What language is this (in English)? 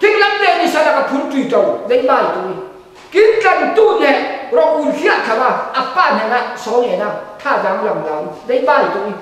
Falam Chin